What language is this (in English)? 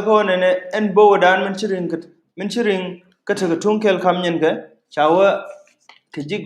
Nuer